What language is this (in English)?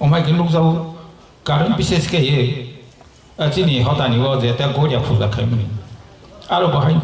Kok Borok